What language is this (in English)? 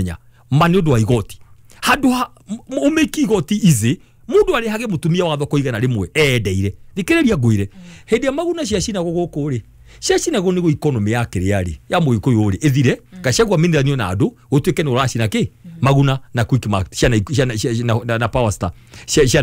Kikuyu